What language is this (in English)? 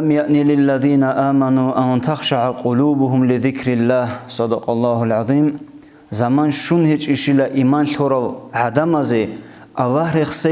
Avaric